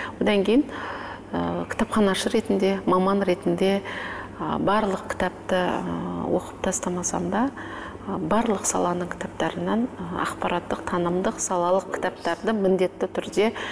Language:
Kazakh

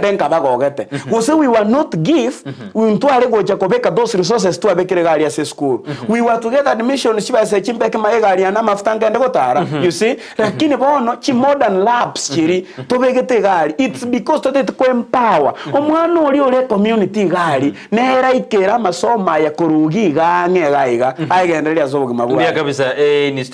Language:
Gusii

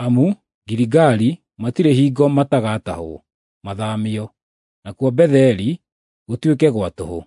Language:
Kikuyu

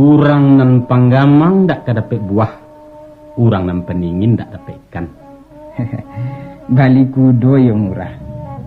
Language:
Minangkabau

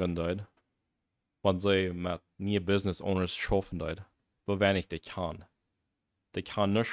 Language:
Plautdietsch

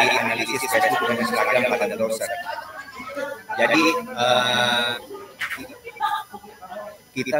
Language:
Indonesian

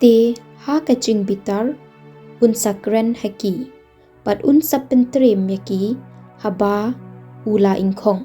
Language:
Khasi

